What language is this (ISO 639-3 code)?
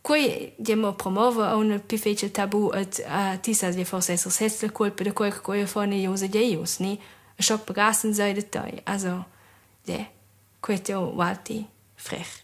roh